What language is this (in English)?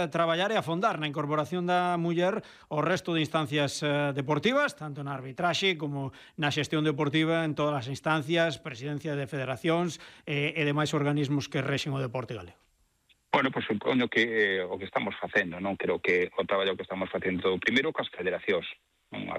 Galician